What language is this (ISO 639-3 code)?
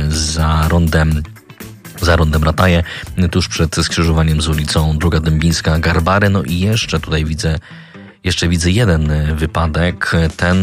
pol